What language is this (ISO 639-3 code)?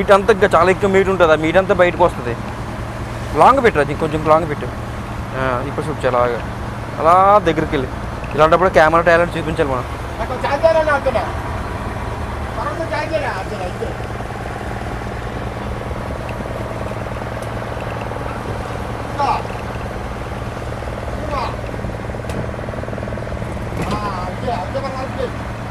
tel